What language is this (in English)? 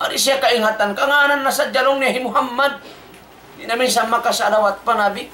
Tausug